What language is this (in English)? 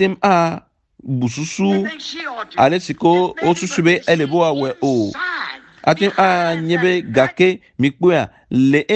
Ewe